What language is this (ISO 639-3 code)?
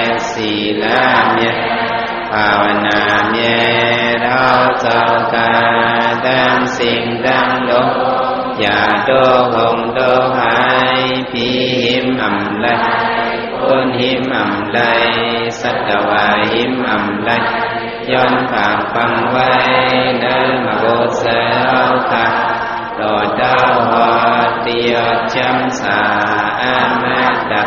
shn